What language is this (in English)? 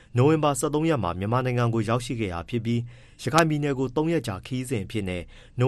Burmese